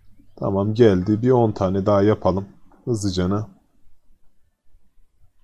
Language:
Turkish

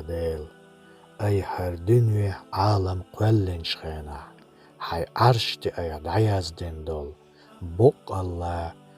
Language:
Chechen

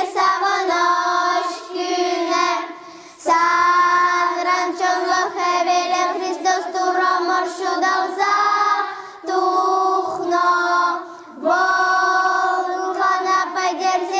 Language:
Chuvash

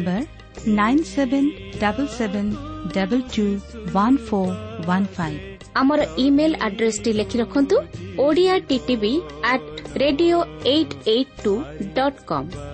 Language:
Odia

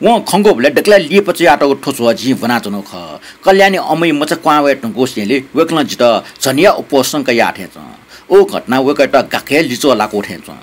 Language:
Newari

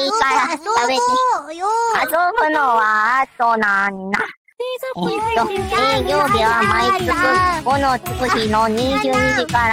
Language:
Japanese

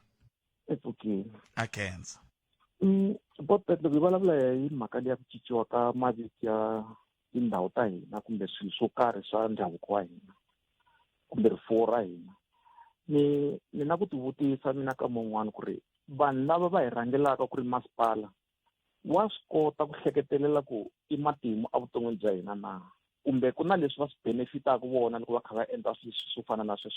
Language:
Tsonga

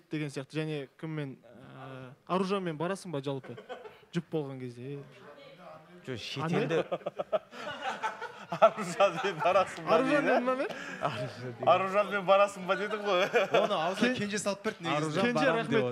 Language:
Kazakh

